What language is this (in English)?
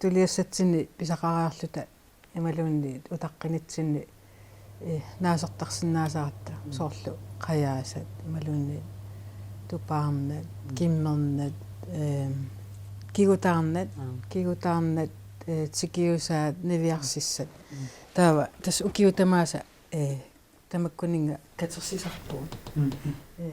Kalaallisut